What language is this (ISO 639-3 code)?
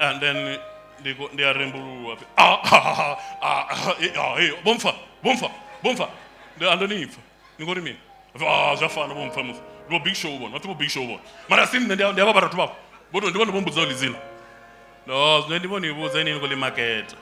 ven